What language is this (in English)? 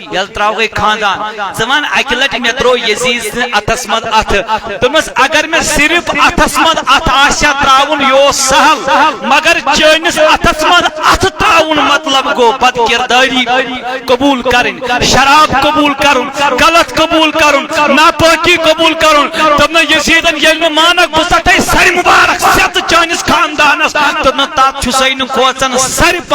Kashmiri